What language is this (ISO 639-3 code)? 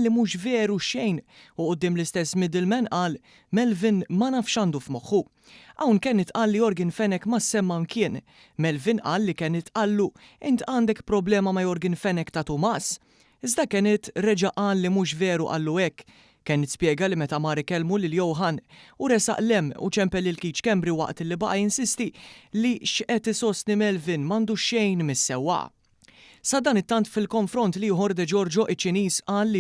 mlt